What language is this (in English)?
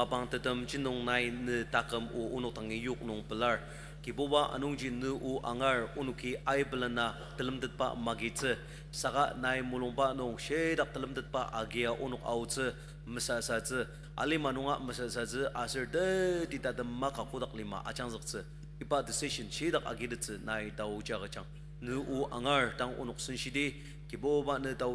Ao Naga